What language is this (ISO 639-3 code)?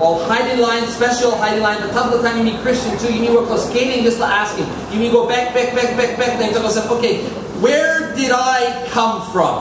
tpi